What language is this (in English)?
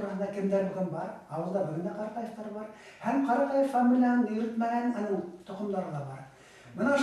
Bashkir